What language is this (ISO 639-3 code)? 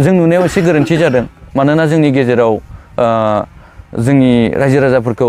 brx